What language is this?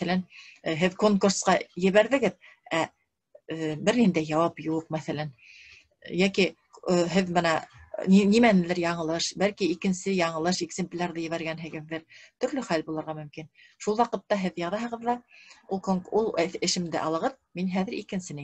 Bashkir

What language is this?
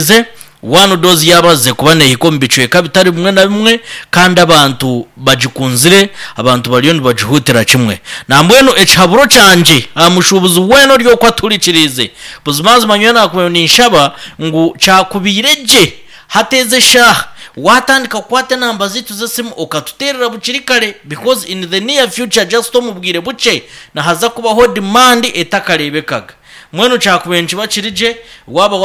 Nyankole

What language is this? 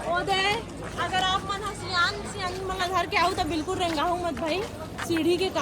Chhattisgarhi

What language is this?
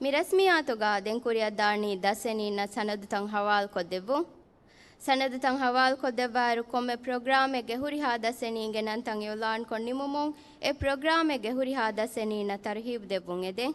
Divehi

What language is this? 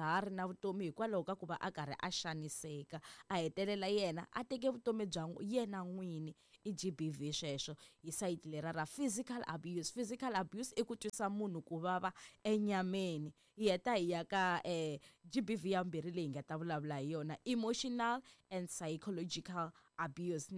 Tsonga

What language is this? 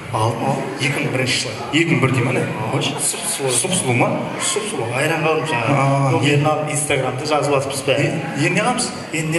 Kara-Kalpak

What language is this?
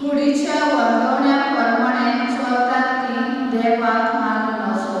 Konkani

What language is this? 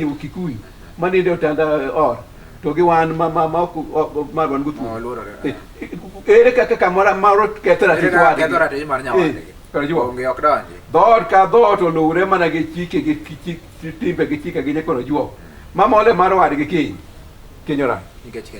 Luo (Kenya and Tanzania)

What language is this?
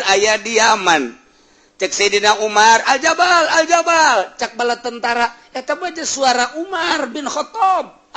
Sundanese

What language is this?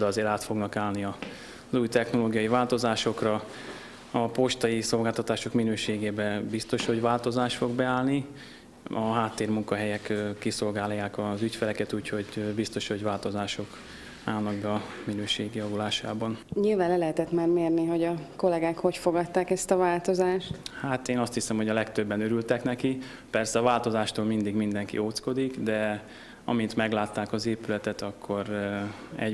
Hungarian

